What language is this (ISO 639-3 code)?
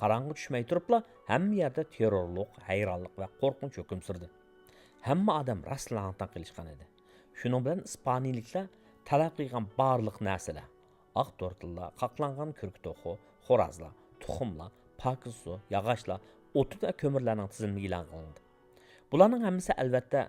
uig